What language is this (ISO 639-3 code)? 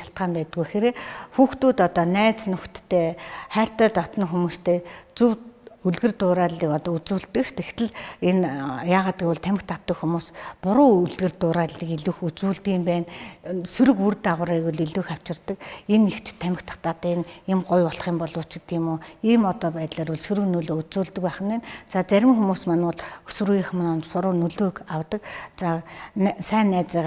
mon